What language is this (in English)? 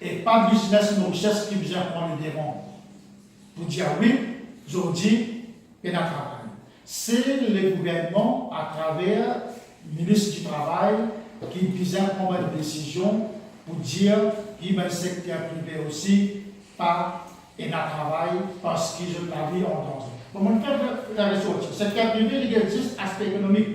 Morisyen